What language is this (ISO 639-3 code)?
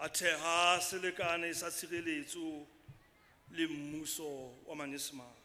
sot